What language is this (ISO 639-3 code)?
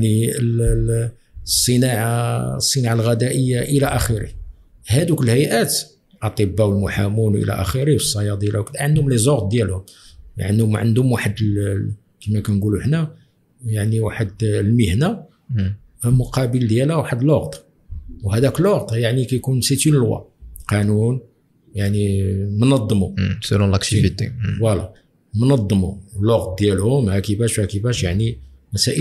ary